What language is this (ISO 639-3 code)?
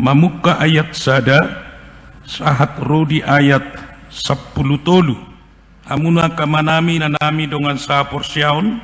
bbc